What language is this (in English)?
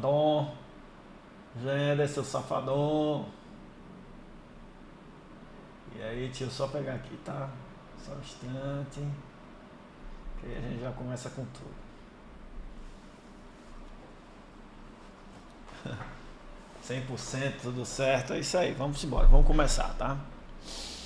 Portuguese